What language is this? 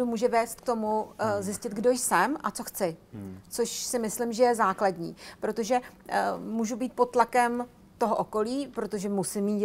Czech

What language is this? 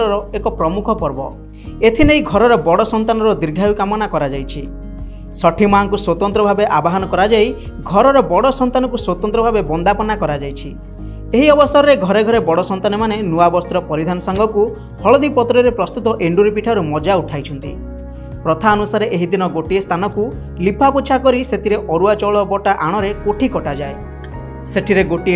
Odia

